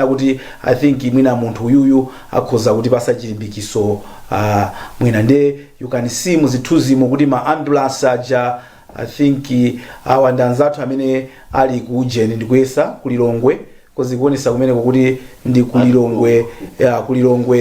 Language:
Nyanja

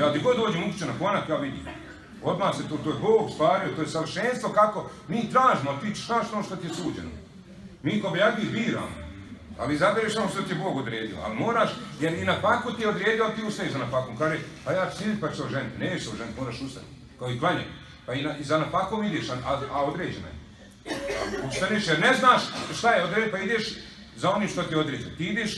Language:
Bosnian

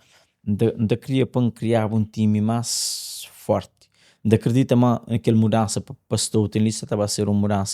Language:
Kabuverdianu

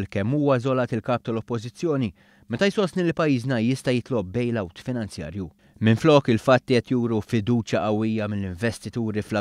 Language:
Maltese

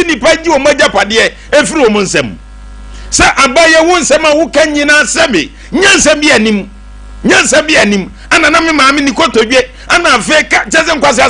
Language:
Akan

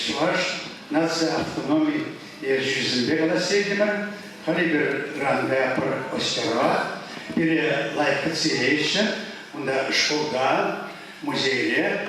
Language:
Chuvash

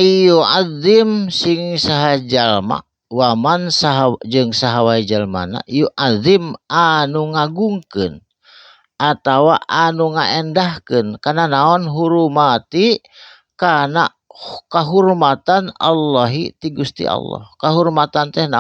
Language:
Sundanese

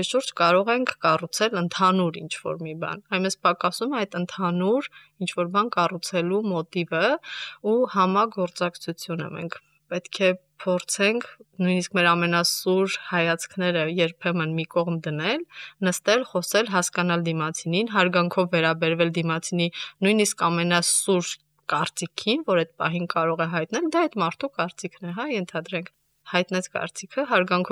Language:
Armenian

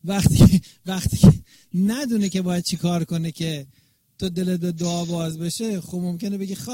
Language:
Persian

